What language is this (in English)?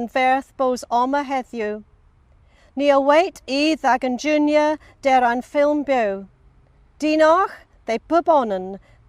Cornish